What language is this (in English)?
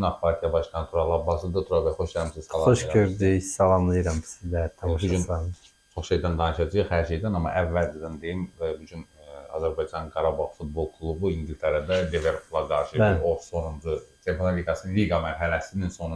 Azerbaijani